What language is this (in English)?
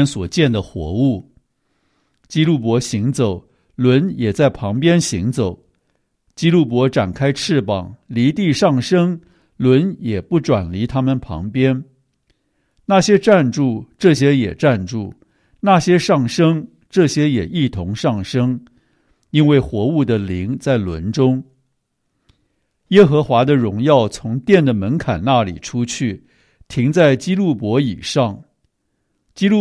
Chinese